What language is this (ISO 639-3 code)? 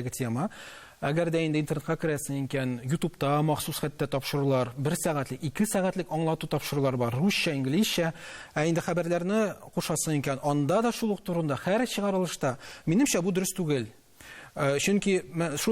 tat